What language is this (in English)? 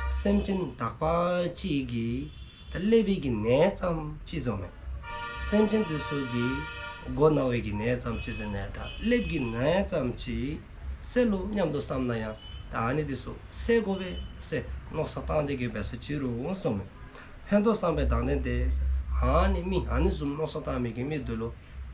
Dzongkha